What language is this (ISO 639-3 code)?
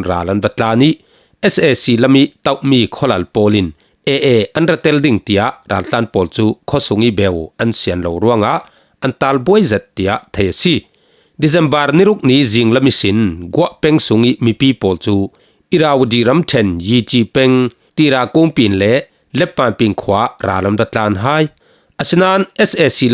cfm